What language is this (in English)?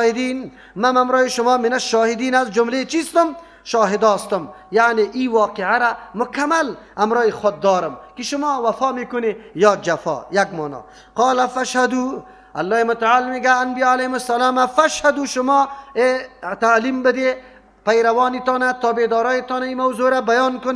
Persian